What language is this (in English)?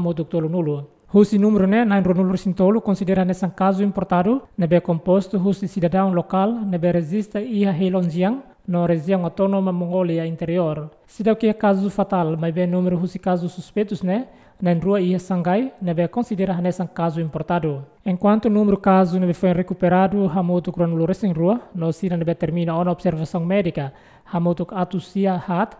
Tetum